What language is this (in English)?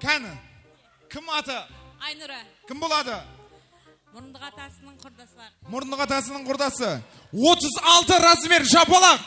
Kara-Kalpak